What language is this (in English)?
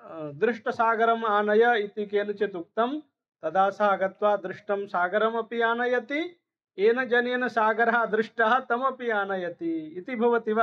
Sanskrit